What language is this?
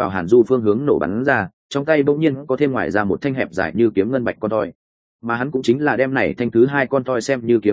Vietnamese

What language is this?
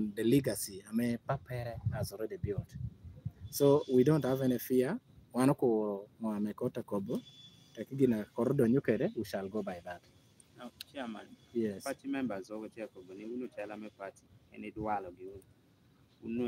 Lango (Uganda)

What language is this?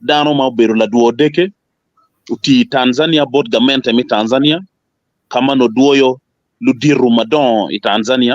Acoli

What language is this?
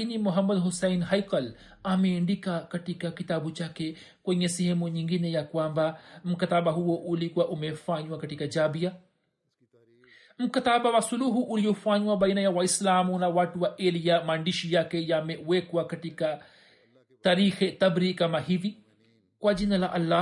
Swahili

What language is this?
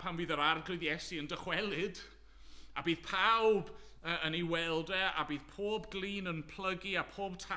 Welsh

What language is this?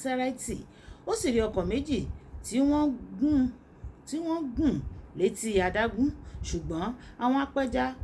Yoruba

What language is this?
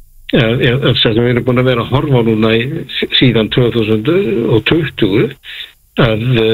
Icelandic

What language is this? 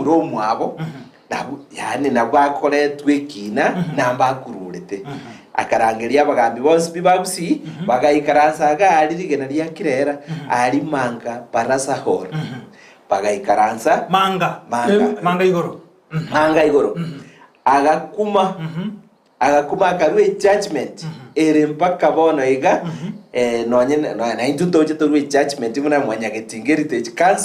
Gusii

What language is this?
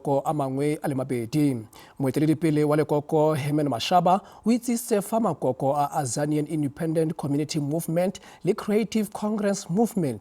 Tswana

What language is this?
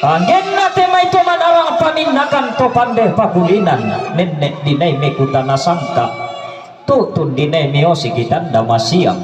Toraja-Sa'dan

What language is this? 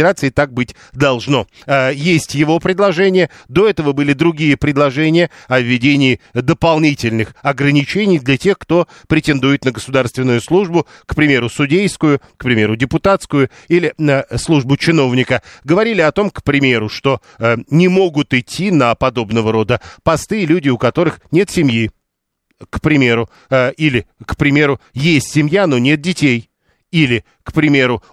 Russian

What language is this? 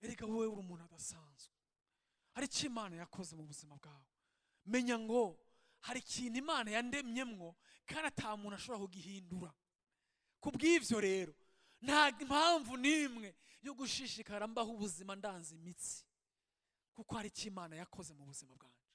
Rundi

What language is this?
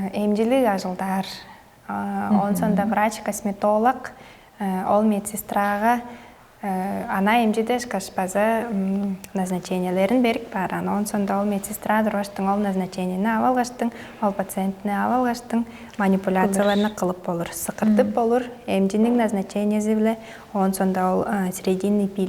Tuvinian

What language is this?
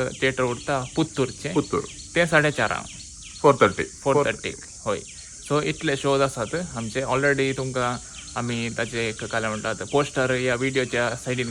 Konkani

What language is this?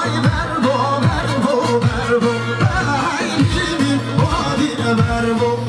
Kurdish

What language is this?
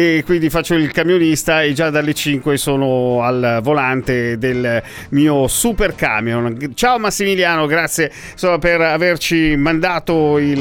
Italian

